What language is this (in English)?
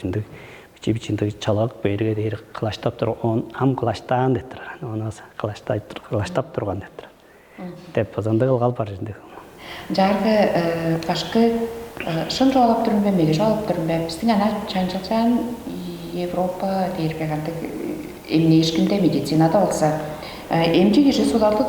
Tuvinian